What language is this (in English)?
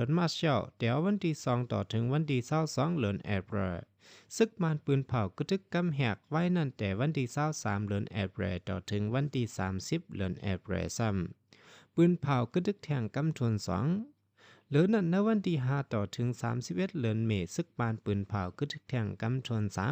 Shan